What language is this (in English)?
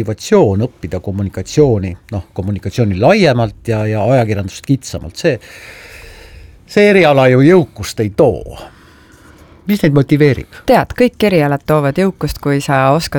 Estonian